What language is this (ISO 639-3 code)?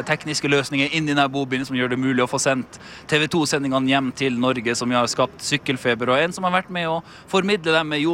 nor